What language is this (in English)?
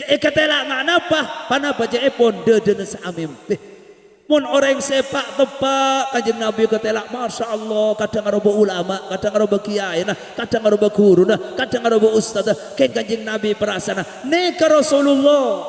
Madurese